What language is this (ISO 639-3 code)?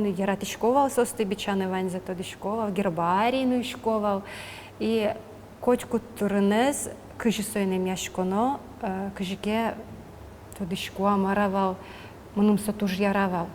udm